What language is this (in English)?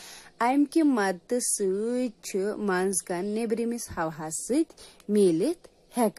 Kashmiri